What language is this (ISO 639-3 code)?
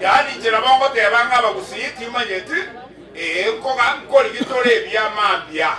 guz